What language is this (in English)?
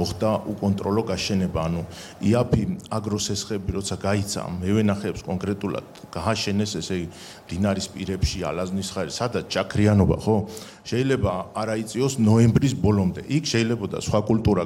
Georgian